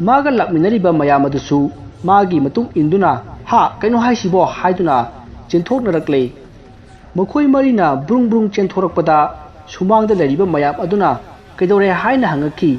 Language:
Manipuri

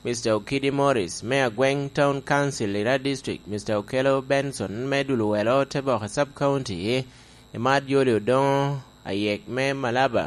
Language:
Lango (Uganda)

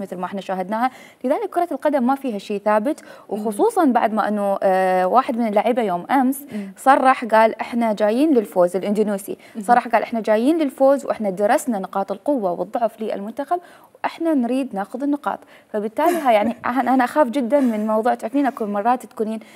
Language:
Mesopotamian Arabic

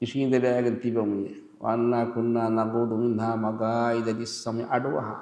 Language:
Divehi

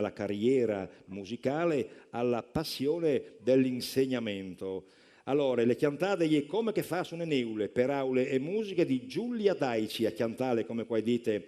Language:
Friulian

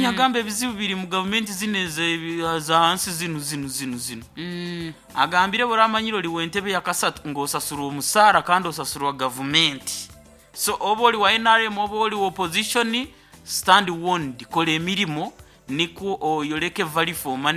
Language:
Nyoro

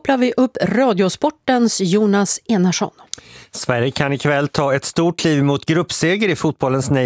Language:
Swedish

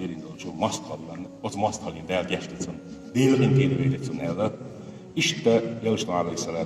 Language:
Chechen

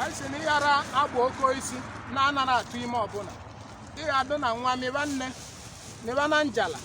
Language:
Igbo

